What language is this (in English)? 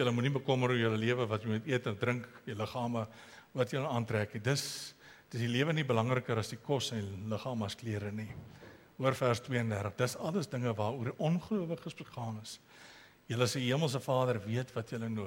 Afrikaans